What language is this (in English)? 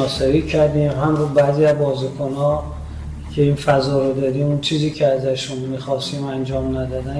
Persian